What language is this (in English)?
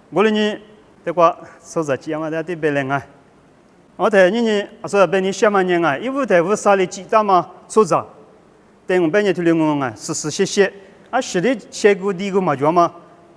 Lisu